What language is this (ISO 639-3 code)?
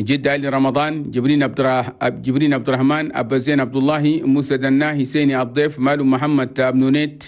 shu